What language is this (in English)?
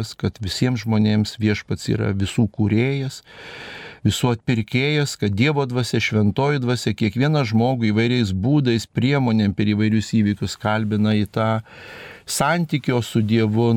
Lithuanian